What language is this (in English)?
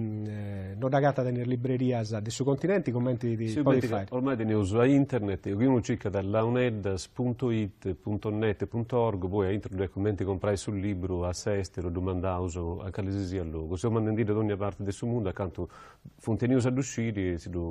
Sardinian